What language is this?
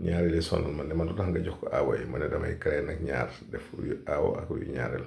Wolof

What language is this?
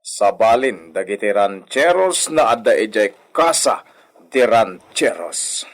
Iloko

